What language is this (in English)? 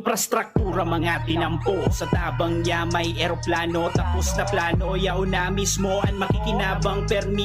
Bikol